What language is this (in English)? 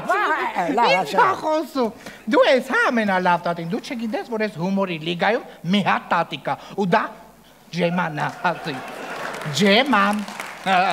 Armenian